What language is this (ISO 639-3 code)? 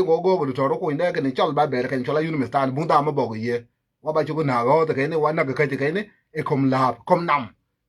nus